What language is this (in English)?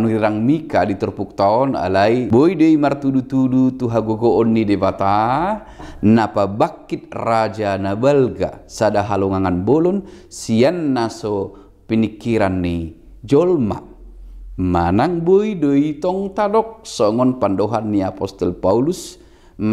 Batak Toba